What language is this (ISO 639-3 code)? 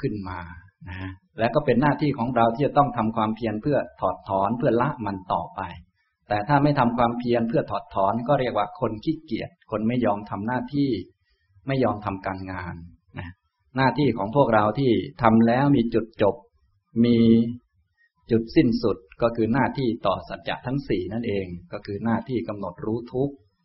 tha